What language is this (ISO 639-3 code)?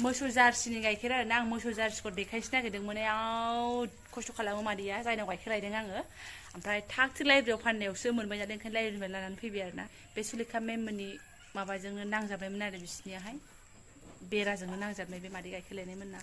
brx